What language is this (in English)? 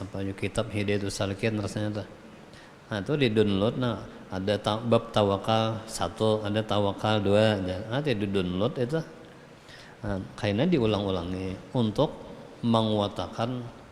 Banjar